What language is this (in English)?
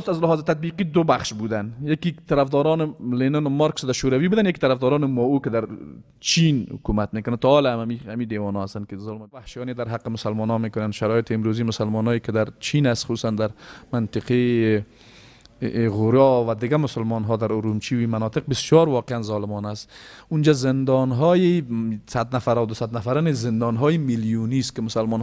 Persian